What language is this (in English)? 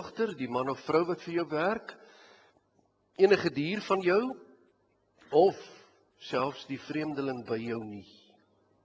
Afrikaans